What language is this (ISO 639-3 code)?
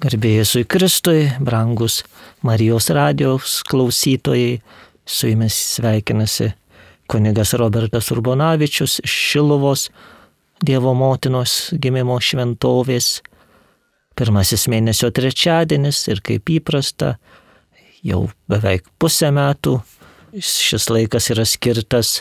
lit